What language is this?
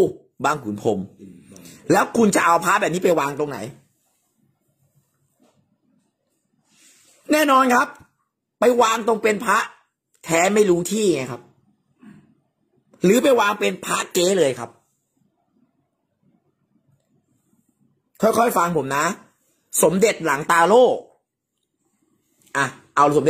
Thai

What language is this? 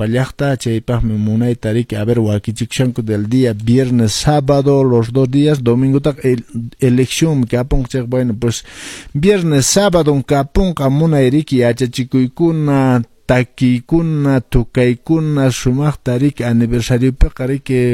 Quechua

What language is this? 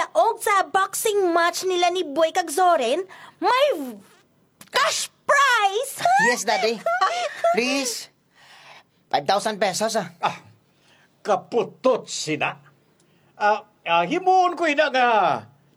Hiligaynon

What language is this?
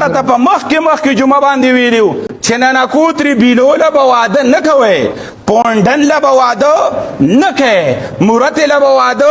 Pashto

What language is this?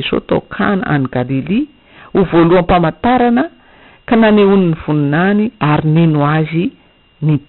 Malagasy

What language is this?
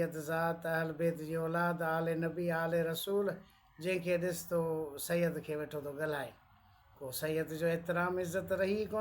Sindhi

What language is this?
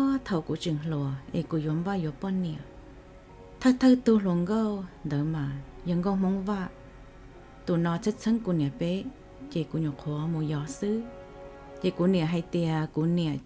Hmong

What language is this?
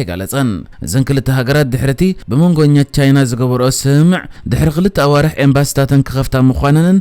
Tigrinya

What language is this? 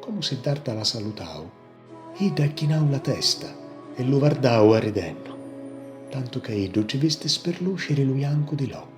Sicilian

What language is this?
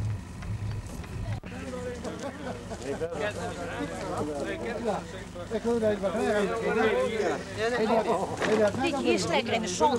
Dutch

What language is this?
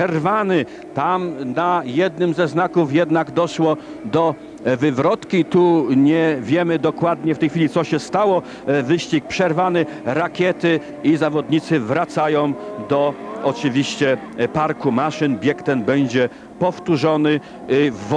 Polish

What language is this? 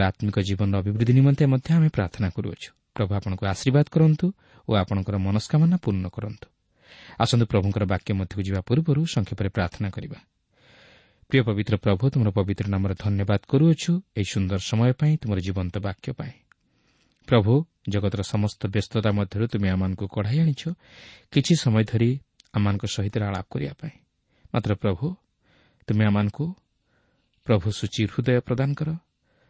Odia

